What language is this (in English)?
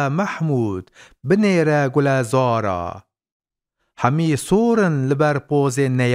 Kurdish